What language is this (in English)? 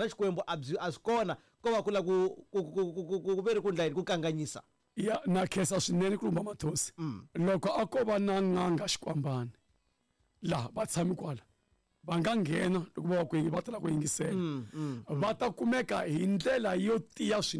Tsonga